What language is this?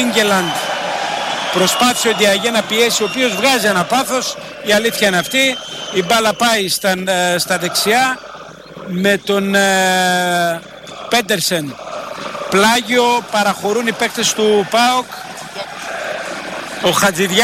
Greek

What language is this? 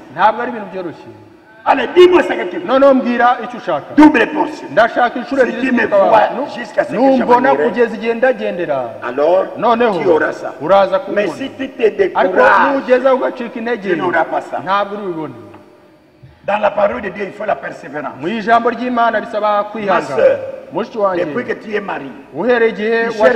Kinyarwanda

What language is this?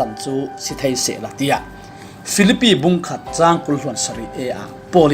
Falam Chin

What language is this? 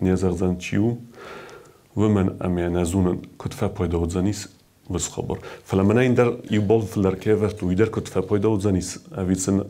Ossetic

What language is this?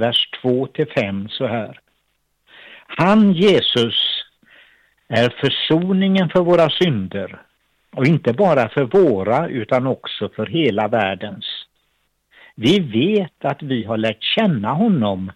Swedish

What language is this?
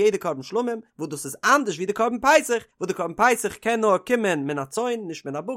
Yiddish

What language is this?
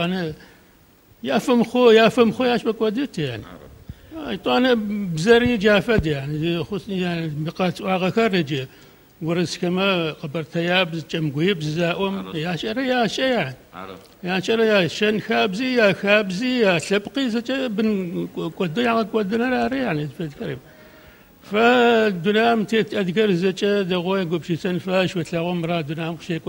Adyghe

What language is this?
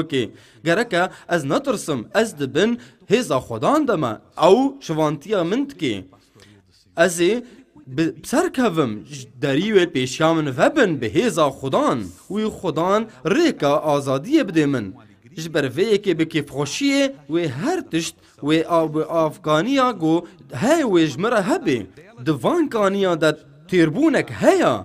Kurdish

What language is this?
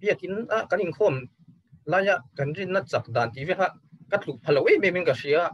Mizo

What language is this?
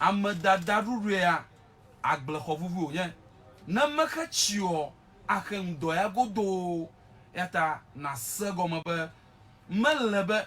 Ewe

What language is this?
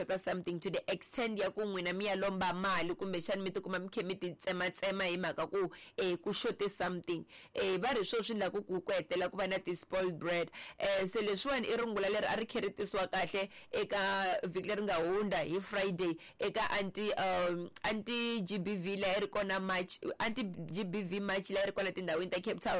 Tsonga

